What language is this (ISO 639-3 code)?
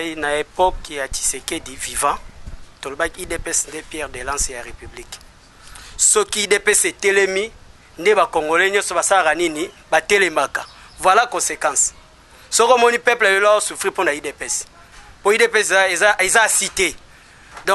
lin